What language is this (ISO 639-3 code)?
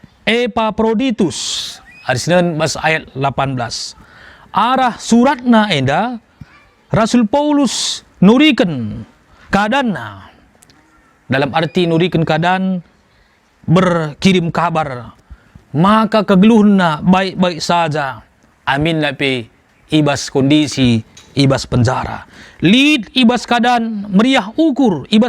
btx